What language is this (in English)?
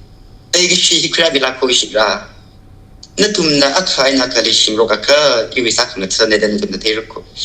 Tangkhul Naga (India)